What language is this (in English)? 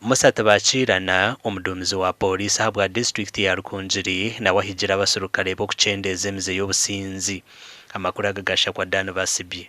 Nyankole